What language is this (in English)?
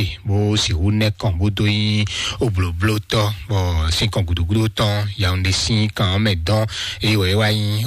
Fon